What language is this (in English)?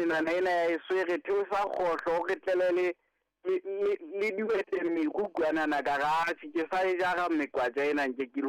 Southern Sotho